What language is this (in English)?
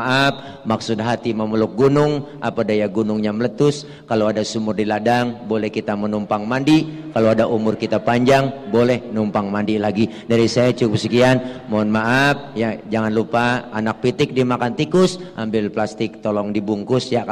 Betawi